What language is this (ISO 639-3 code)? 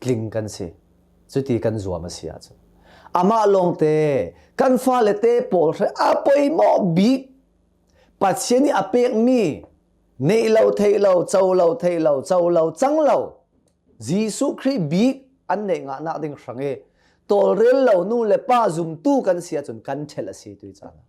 cnh